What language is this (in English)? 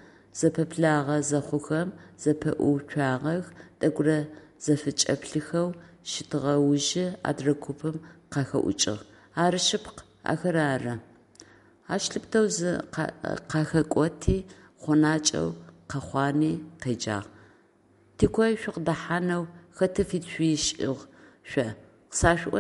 Adyghe